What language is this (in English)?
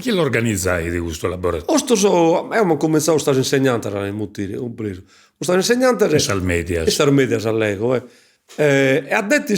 Sardinian